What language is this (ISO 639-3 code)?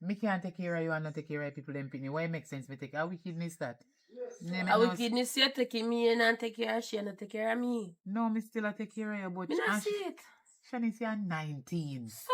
jam